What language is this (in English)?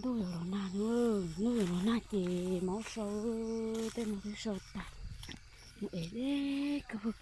Hmong